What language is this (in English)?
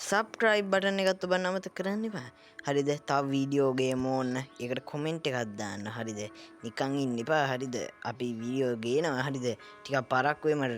Sinhala